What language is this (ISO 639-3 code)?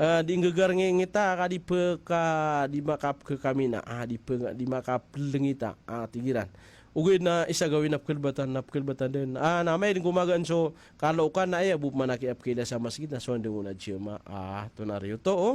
mrw